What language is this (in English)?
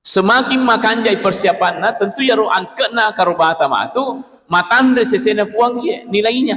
Buginese